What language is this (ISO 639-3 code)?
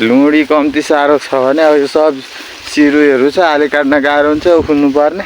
nep